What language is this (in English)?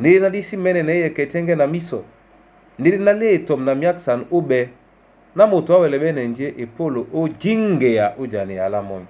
Duala